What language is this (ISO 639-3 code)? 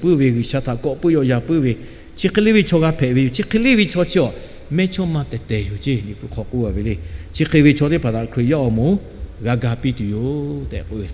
lhu